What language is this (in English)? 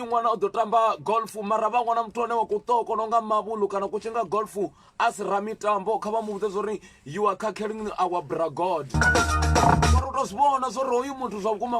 Venda